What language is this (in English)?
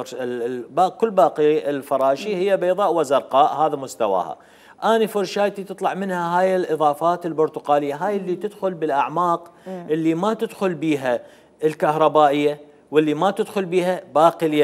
Mesopotamian Arabic